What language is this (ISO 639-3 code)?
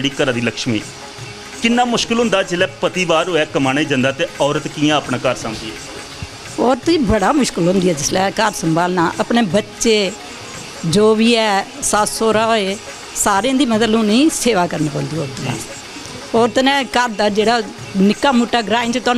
doi